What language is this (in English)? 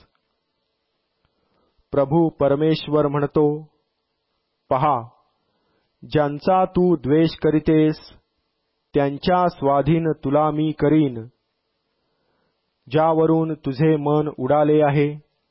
Marathi